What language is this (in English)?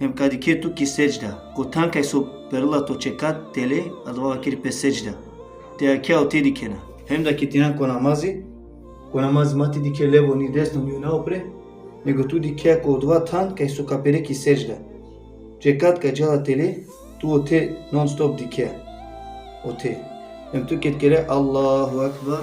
Balkan Romani